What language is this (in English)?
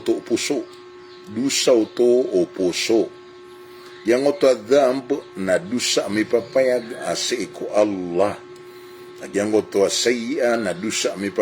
Maranao